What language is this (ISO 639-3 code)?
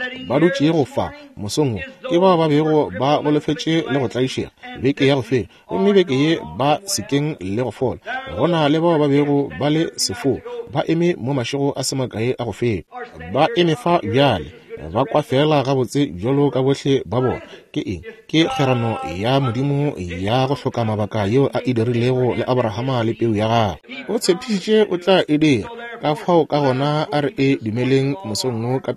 nso